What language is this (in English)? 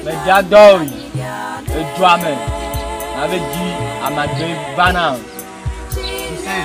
Ewe